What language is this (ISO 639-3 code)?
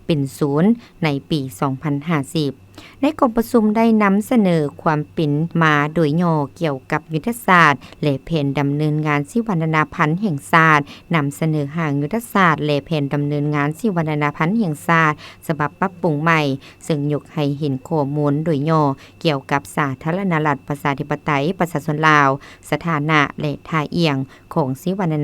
lao